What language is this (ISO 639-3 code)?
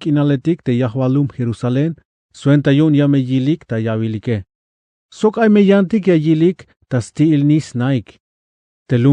tzh